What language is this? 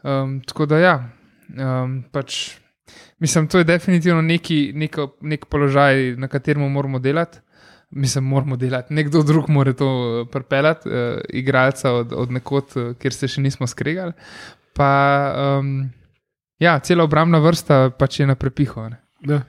Slovenian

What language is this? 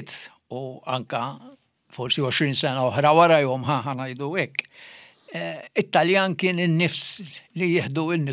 Maltese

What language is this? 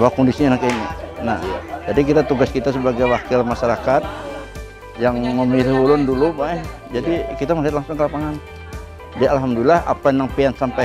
Banjar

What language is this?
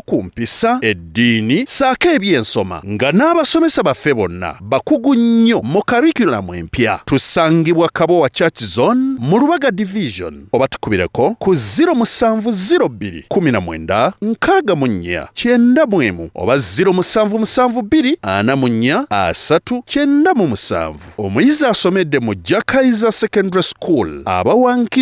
Ganda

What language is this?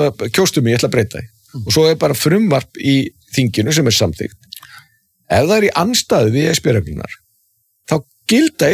Icelandic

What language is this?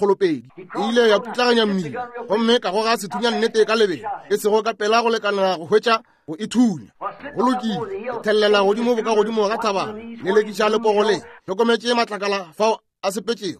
Northern Sotho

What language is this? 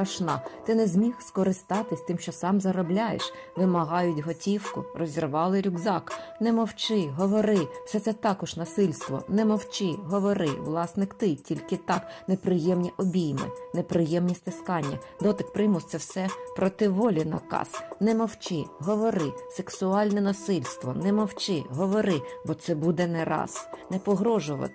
Ukrainian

